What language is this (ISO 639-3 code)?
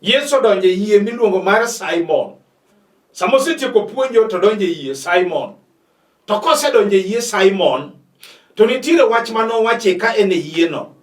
luo